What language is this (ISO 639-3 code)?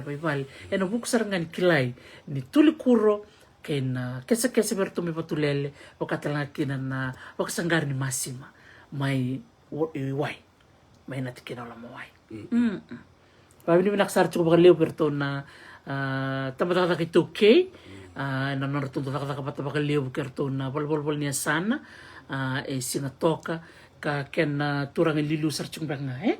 fij